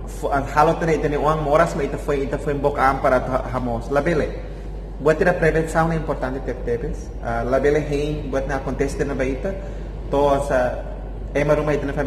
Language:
Tetum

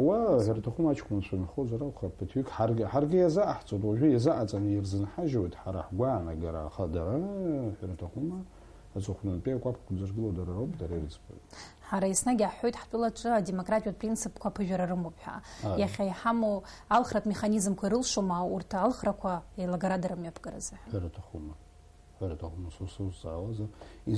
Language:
Abkhazian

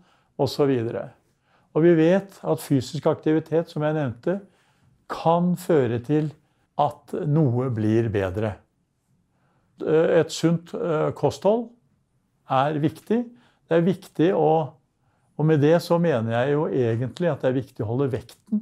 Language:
Norwegian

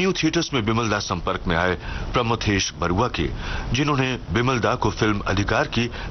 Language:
Hindi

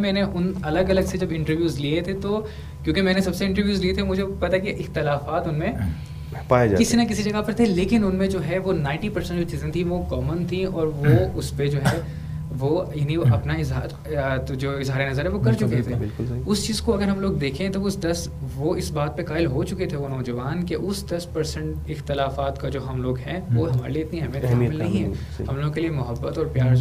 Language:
Urdu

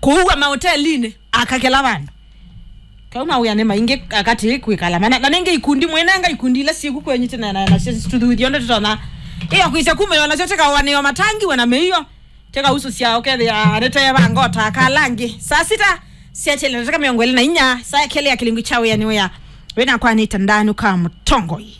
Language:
Kamba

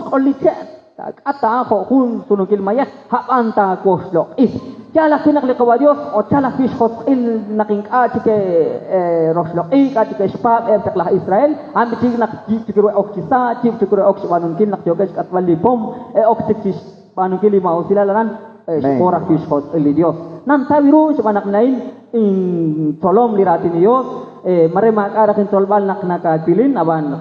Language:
Kekchí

